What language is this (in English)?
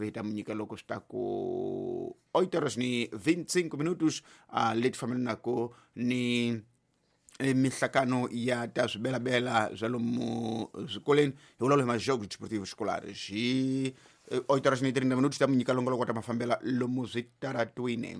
Tsonga